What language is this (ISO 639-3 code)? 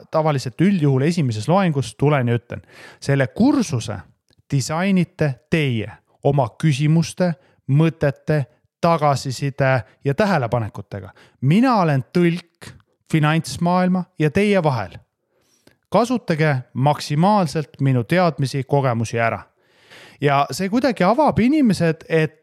est